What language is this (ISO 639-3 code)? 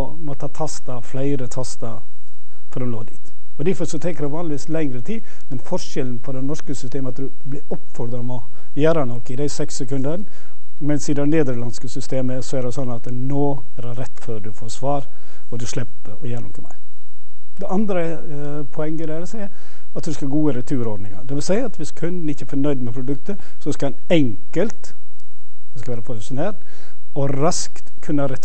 nor